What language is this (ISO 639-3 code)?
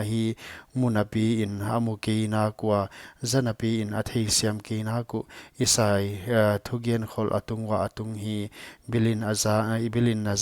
pck